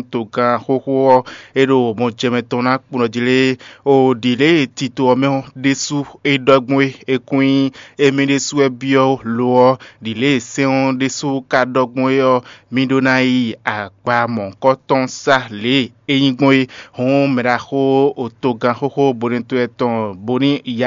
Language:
Fon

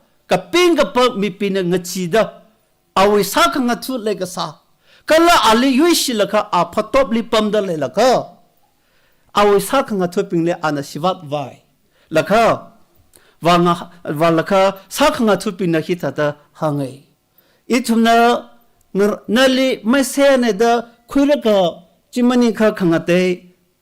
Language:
Tangkhul Naga (India)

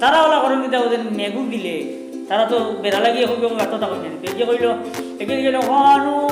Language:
Sylheti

